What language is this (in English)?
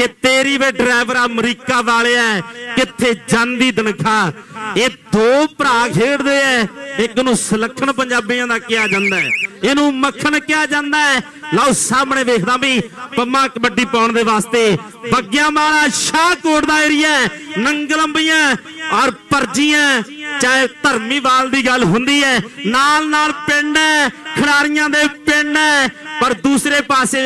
Punjabi